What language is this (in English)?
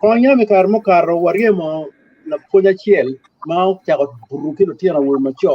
Acoli